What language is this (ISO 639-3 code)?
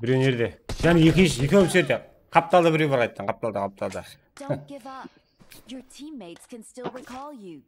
kaa